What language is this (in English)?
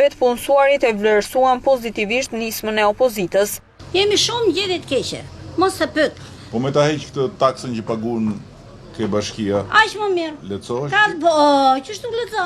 Albanian